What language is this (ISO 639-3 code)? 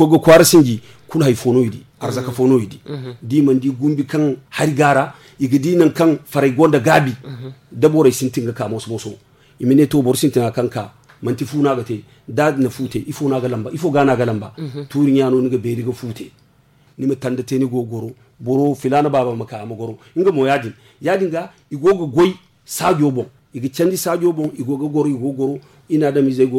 dje